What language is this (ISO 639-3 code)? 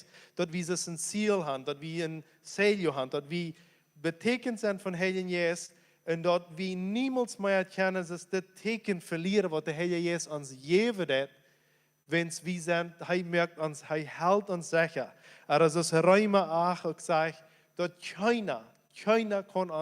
pdt